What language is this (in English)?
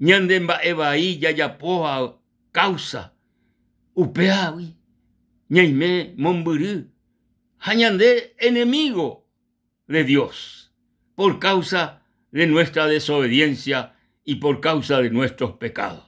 Guarani